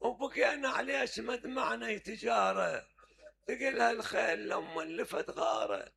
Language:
Mesopotamian Arabic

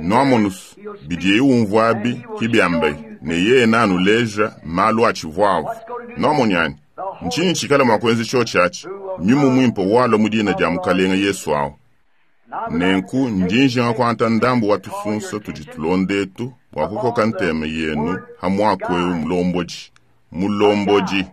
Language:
Luba-Lulua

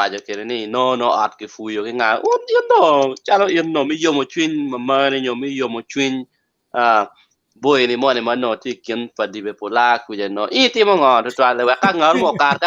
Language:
Acoli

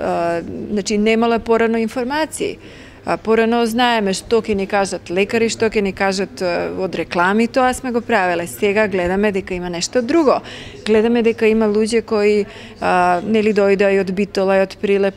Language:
Macedonian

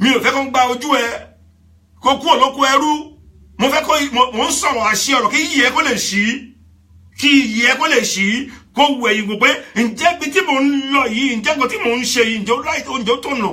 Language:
Yoruba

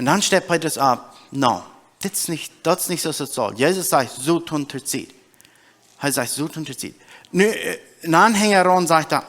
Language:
Plautdietsch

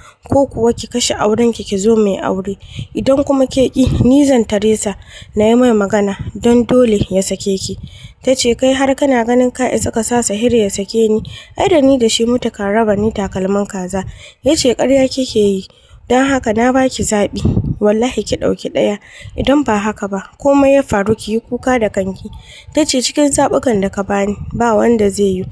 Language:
Hausa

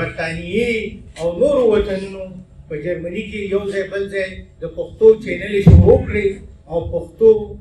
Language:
Pashto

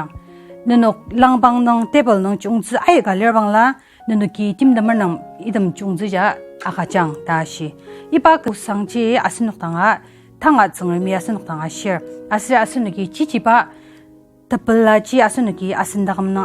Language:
Ao Naga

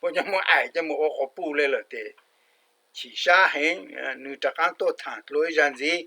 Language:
Hmong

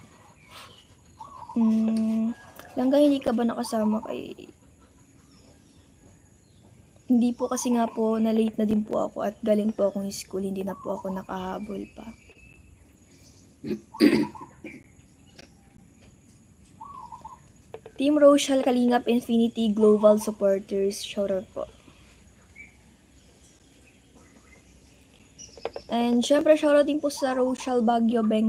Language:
Filipino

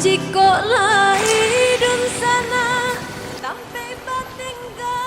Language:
Minangkabau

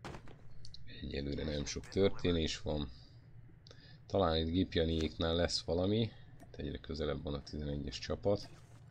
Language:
Hungarian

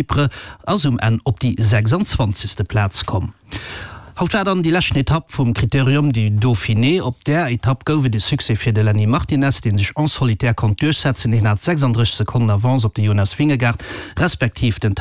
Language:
Luxembourgish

